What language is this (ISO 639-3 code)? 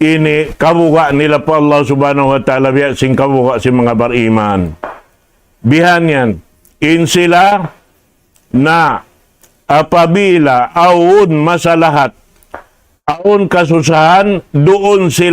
tsg